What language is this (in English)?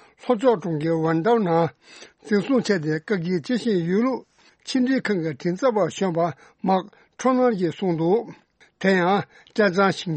Tibetan